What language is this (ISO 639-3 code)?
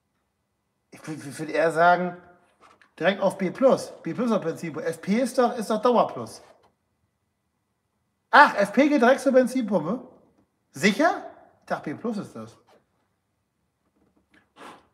deu